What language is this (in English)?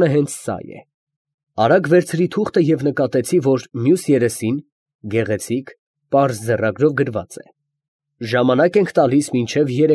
Armenian